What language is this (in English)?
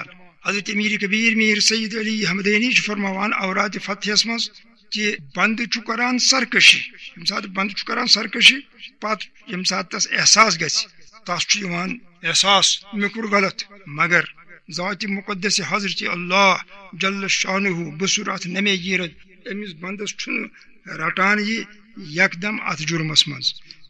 Kashmiri